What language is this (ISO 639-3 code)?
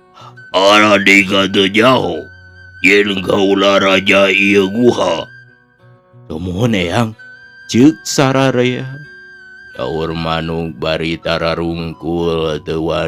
sun